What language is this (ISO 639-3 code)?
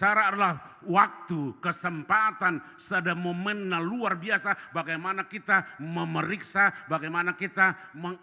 bbc